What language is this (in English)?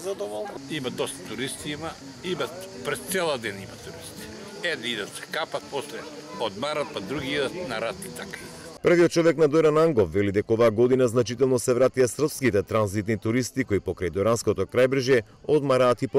Macedonian